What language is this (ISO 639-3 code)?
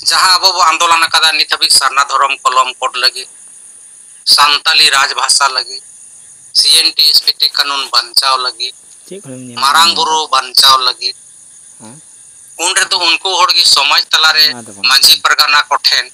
sat